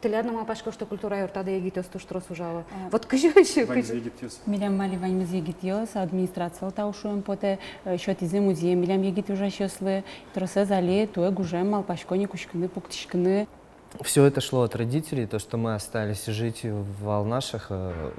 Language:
Udmurt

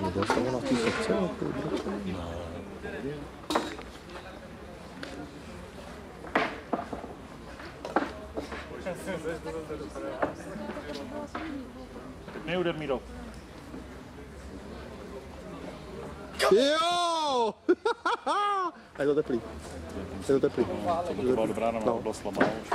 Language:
Czech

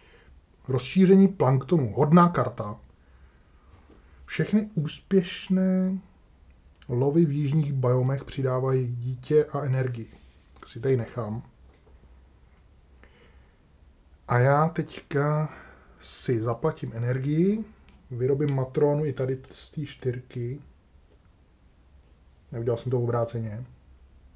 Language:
Czech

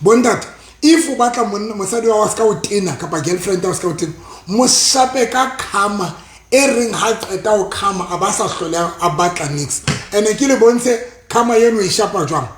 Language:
Southern Sotho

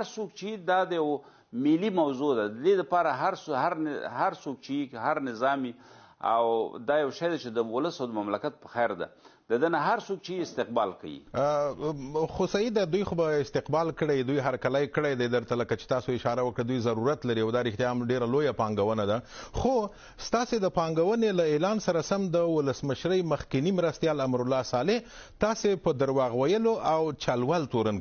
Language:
Pashto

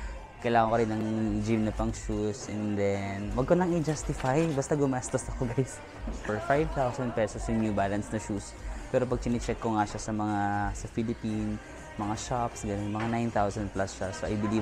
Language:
Filipino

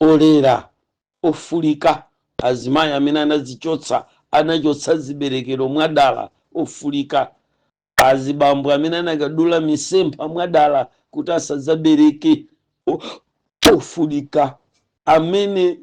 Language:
Nyanja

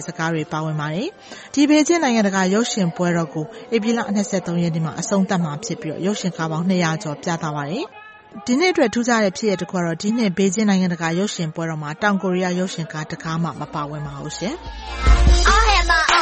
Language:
Burmese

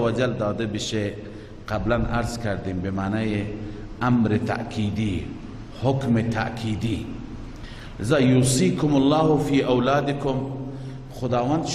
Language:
Persian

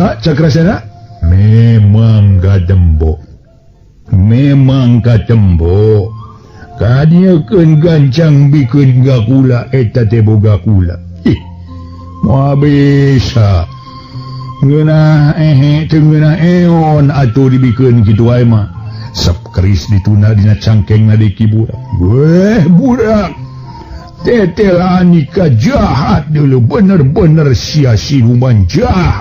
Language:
Sundanese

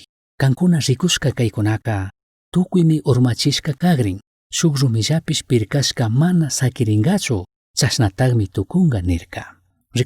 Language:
Chimborazo Highland Quichua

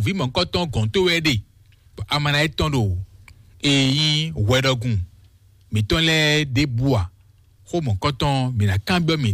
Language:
Fon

